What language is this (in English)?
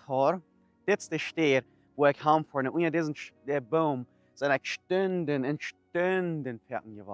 Plautdietsch